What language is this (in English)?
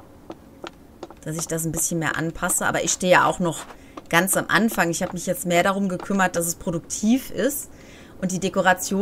German